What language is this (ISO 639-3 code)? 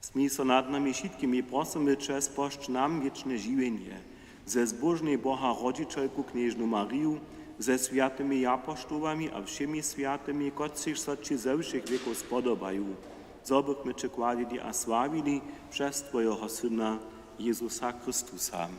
hsb